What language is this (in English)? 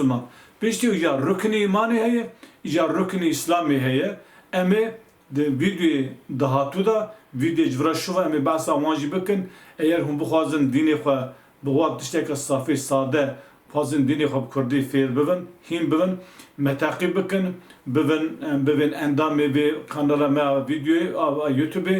Kurdish